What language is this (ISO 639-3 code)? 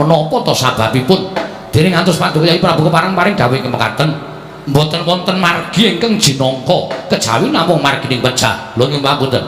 jav